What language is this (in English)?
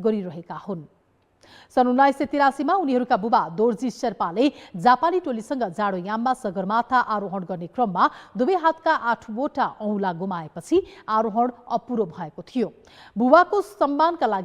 Nepali